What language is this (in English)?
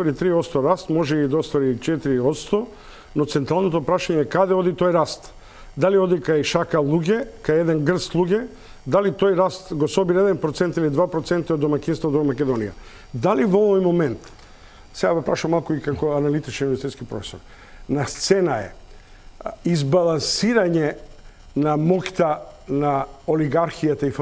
Macedonian